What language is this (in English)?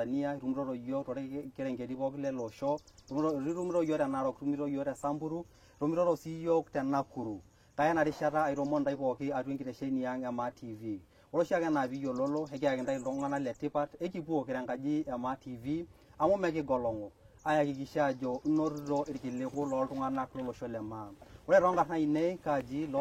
Masai